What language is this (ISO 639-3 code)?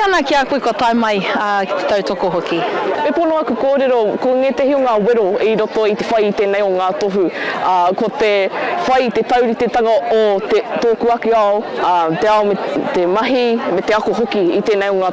mri